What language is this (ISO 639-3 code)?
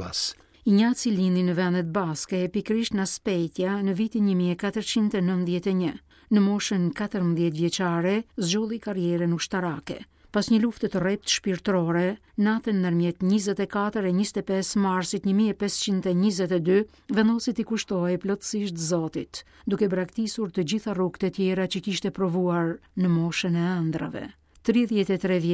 sqi